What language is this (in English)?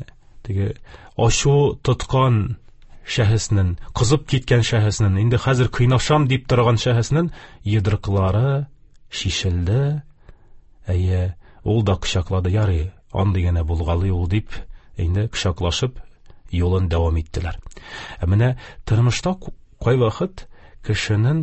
Tatar